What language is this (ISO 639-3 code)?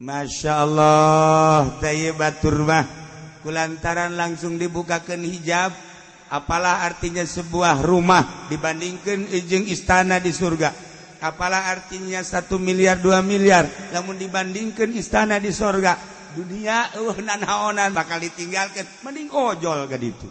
sun